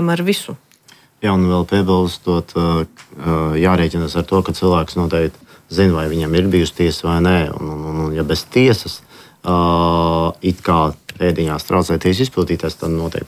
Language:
Latvian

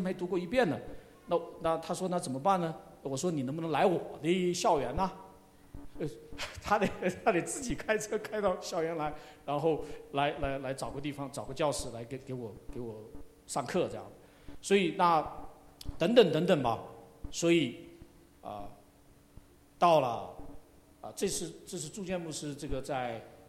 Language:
Chinese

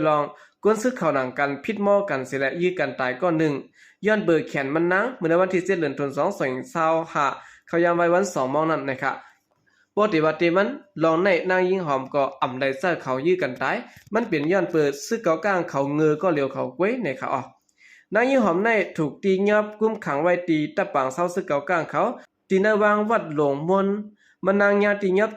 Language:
Shan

